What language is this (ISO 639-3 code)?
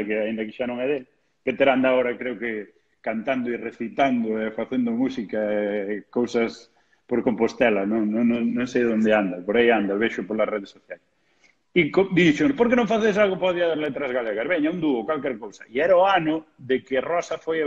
glg